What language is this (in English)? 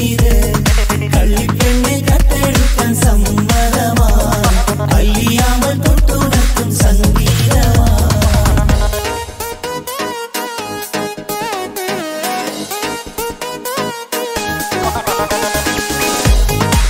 Malayalam